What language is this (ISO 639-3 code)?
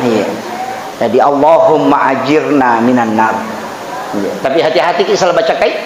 bug